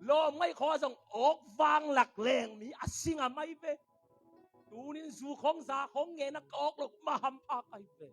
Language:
Tedim Chin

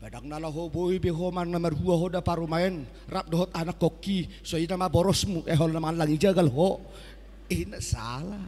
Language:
Batak Toba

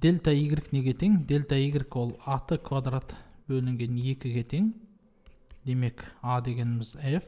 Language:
Kazakh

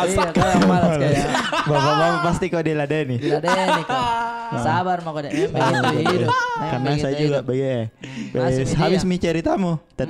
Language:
Makassar Malay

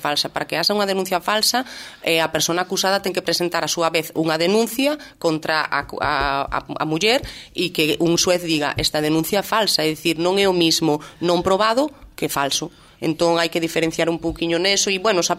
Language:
Galician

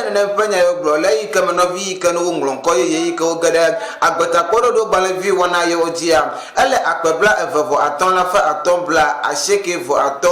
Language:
Ewe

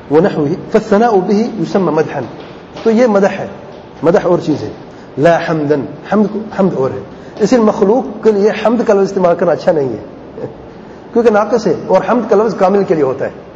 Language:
Urdu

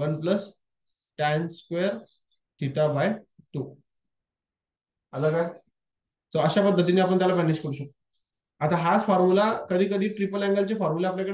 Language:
Marathi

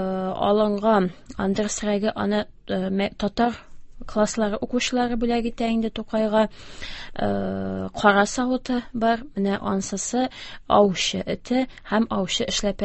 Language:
Tatar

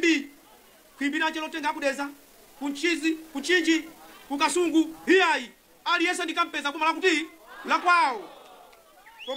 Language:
Nyanja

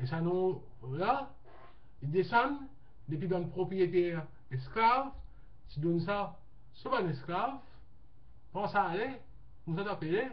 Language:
Morisyen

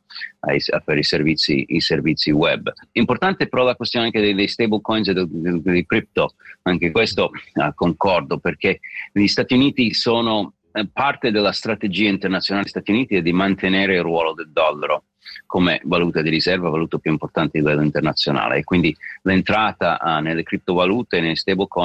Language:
Italian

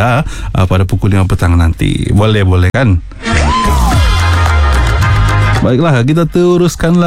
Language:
Malay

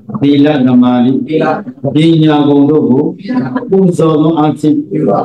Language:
Burmese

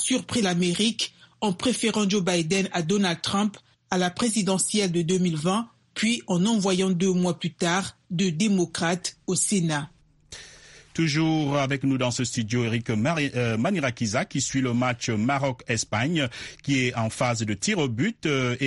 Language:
French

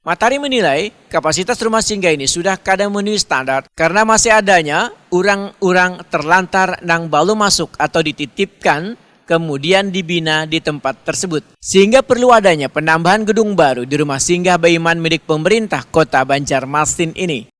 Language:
Banjar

